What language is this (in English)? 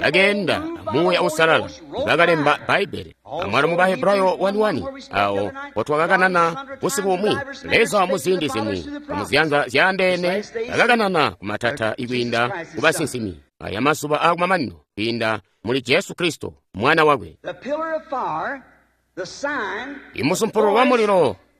Tonga (Zambia)